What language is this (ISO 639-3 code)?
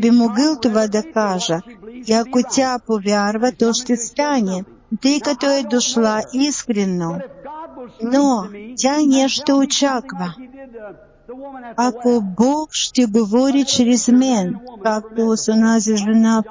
bul